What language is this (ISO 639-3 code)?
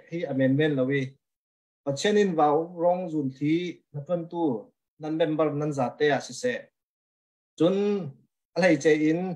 cnh